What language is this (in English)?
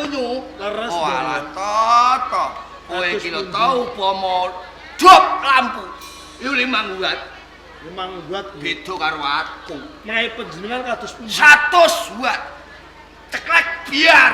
Javanese